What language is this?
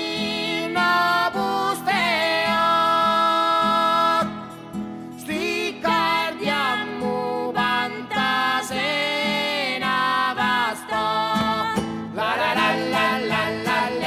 Italian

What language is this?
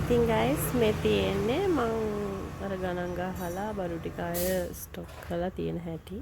Sinhala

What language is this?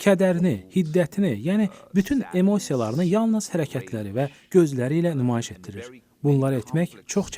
Azerbaijani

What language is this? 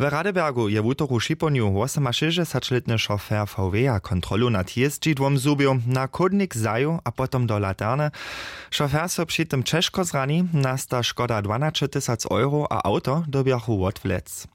Upper Sorbian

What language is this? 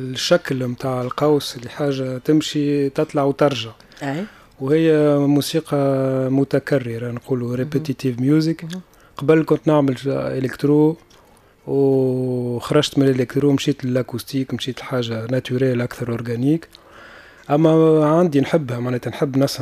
Tunisian Arabic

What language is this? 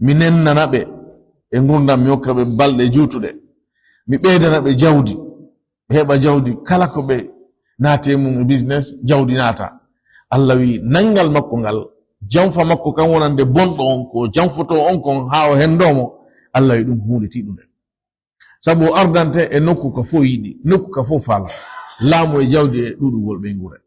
Fula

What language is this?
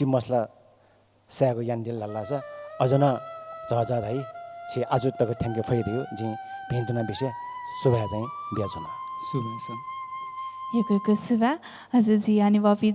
Newari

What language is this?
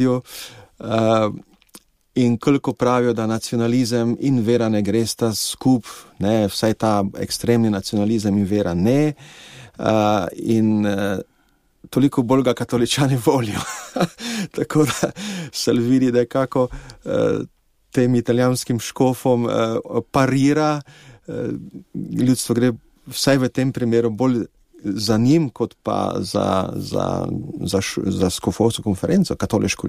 Slovenian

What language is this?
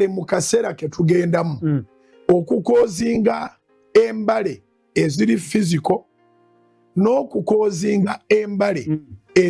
Ganda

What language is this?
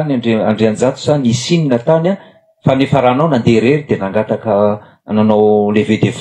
Malagasy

